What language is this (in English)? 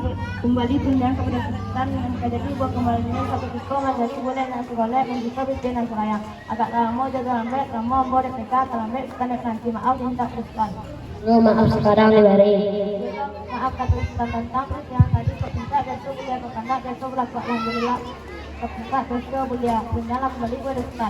Minangkabau